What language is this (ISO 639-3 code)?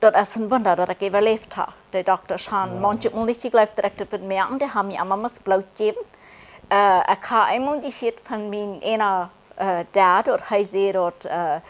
pdt